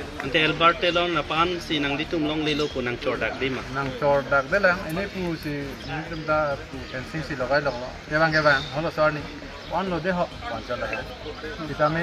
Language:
Karbi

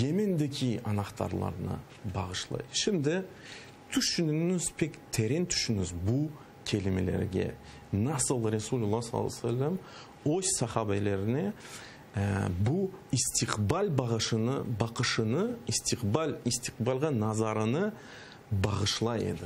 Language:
Crimean Tatar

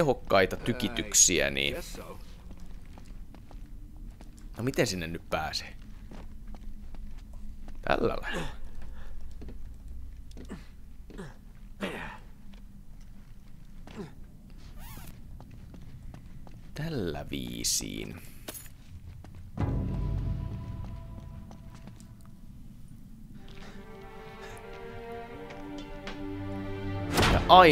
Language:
Finnish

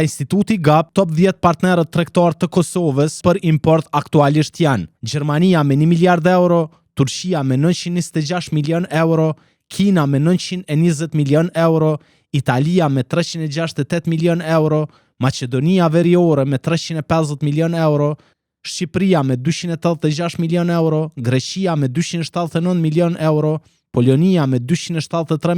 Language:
Albanian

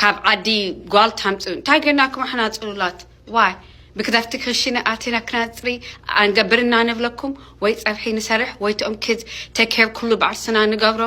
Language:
Tigrinya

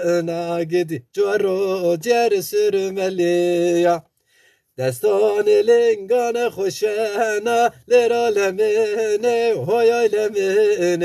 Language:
Zaza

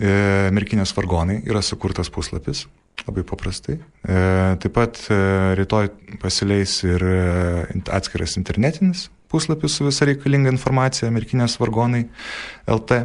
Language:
Lithuanian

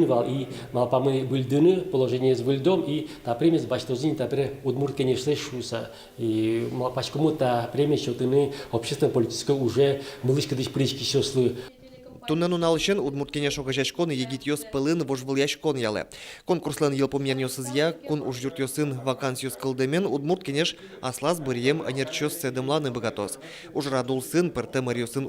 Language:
Udmurt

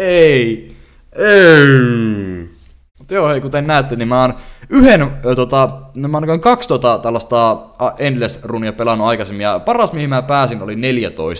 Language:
Finnish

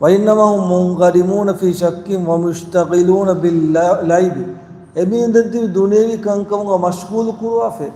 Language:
Divehi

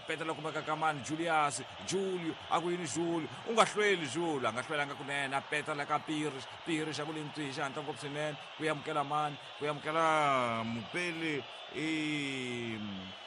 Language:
Tsonga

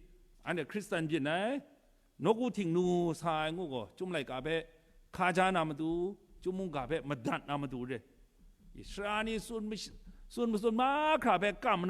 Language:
Kachin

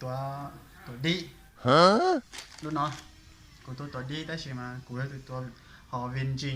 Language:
Hmong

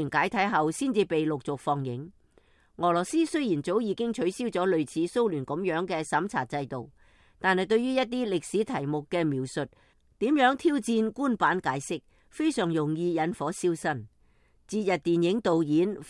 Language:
Cantonese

